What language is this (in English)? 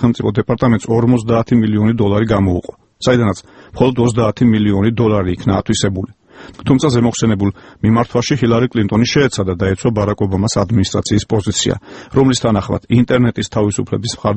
Georgian